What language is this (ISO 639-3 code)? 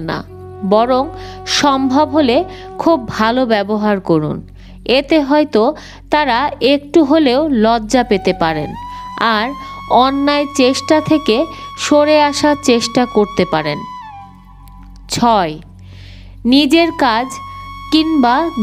ben